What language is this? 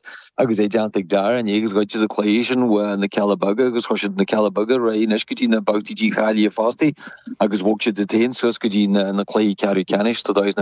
Irish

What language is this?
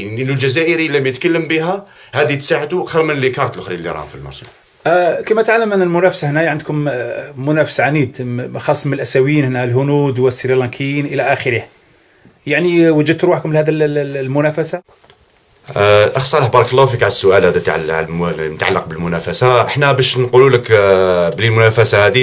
Algerian Arabic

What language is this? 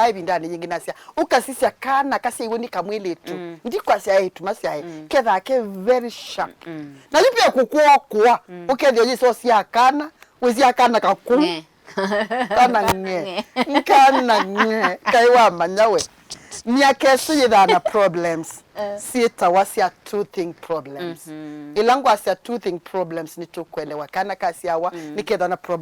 Kamba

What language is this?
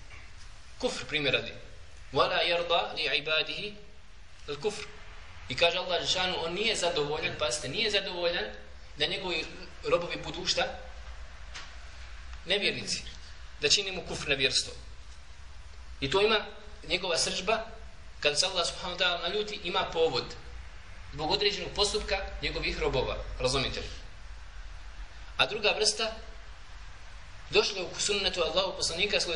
Bosnian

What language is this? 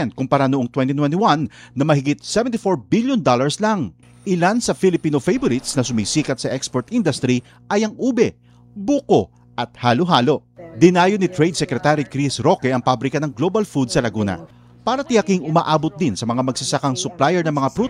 Filipino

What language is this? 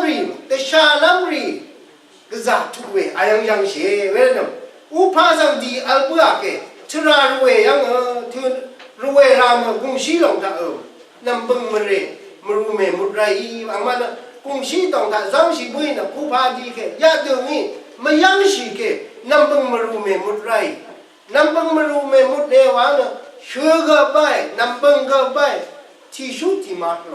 Rawang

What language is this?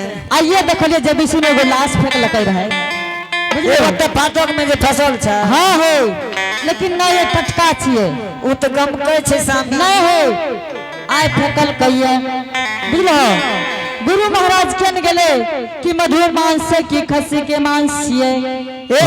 Angika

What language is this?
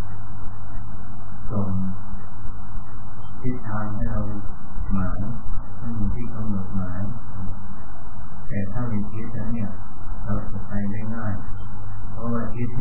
Thai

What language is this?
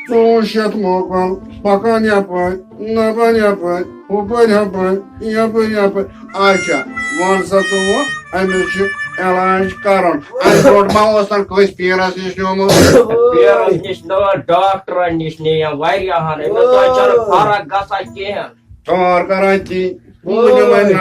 Kashmiri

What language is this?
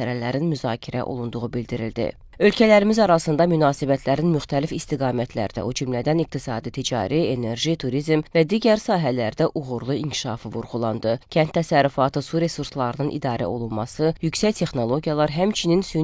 Azerbaijani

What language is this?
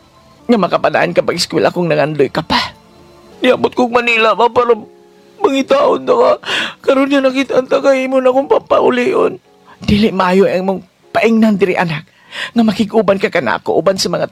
Cebuano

